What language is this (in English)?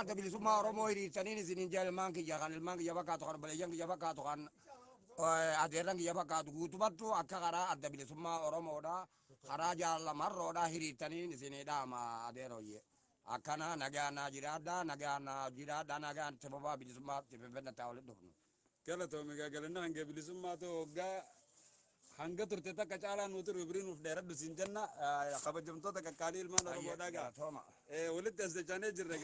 Oromo